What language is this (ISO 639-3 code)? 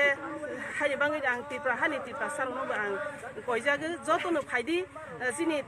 trp